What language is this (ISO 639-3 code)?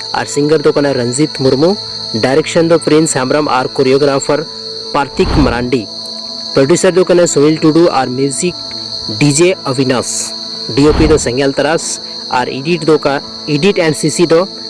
sat